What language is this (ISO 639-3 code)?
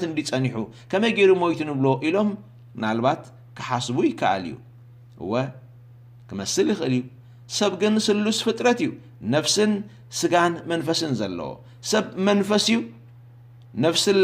tir